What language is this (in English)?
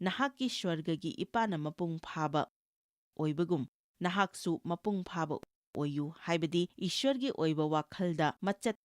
Manipuri